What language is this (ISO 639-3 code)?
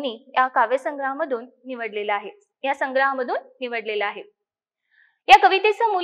mar